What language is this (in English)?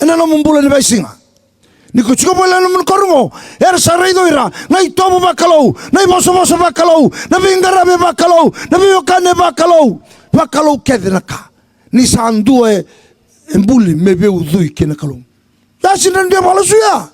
Fijian